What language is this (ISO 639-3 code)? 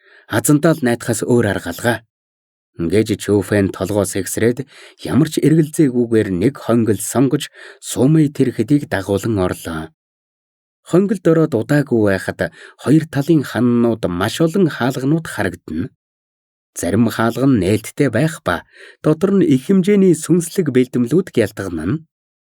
mon